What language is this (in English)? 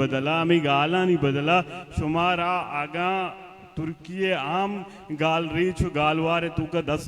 Baluchi